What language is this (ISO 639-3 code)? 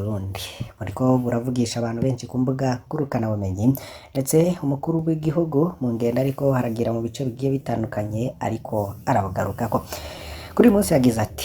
run